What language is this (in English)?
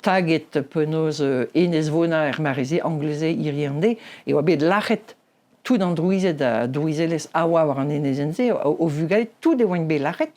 Breton